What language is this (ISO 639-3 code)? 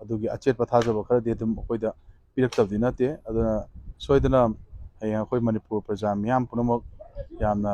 mni